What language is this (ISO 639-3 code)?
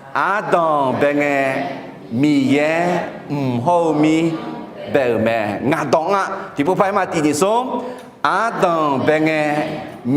ahk